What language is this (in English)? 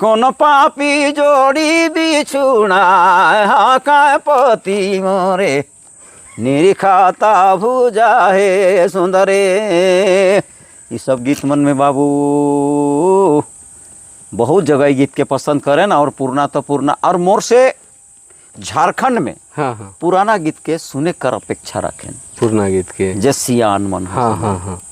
Sadri